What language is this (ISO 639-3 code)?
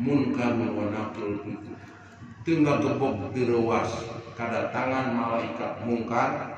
sun